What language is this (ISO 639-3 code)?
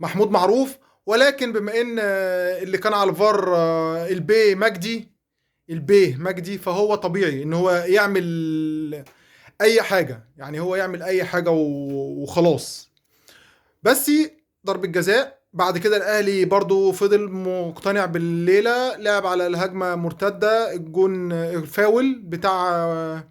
arz